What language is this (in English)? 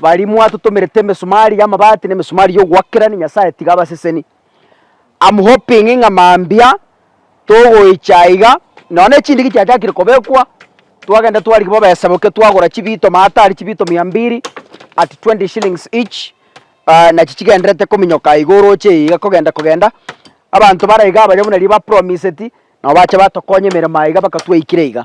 Gusii